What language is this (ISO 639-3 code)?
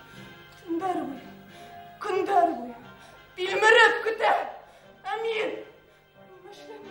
bak